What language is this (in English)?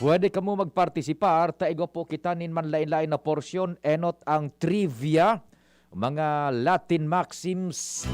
Bikol